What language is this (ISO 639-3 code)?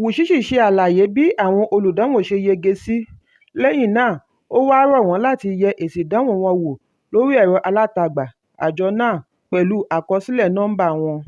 yor